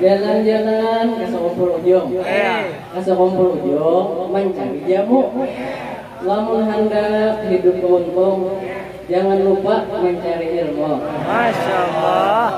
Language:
Banjar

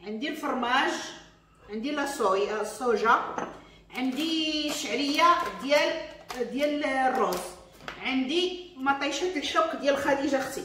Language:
Moroccan Arabic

